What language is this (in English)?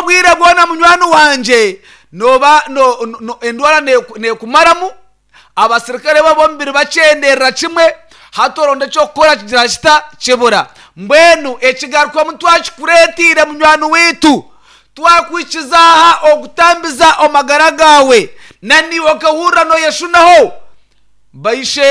Nyankole